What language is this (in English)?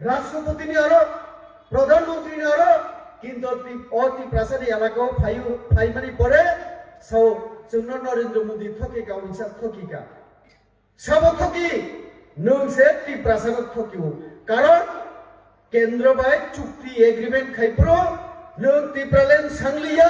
Kok Borok